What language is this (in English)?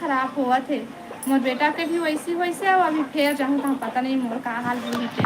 Chhattisgarhi